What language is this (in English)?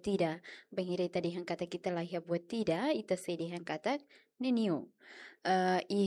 Tetum